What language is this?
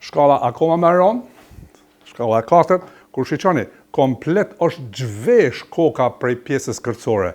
Albanian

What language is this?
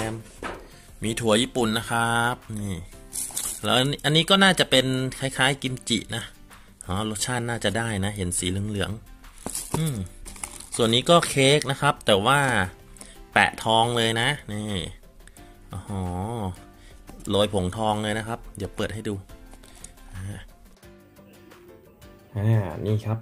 Thai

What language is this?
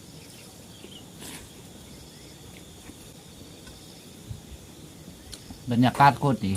Lao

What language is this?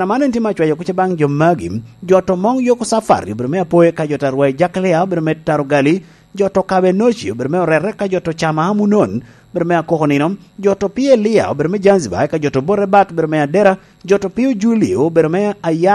Lango (Uganda)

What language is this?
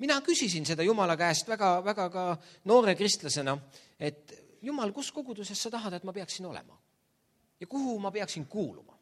Estonian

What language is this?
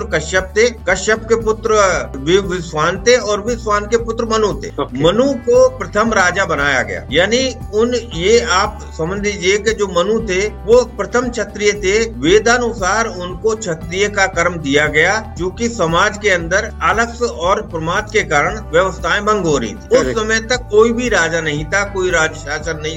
Hindi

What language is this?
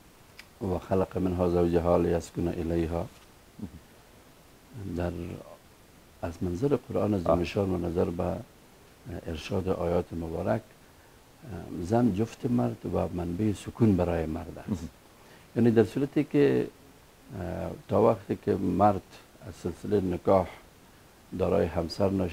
Persian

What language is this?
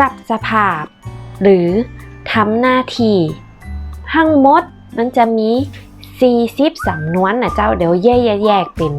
Northern Thai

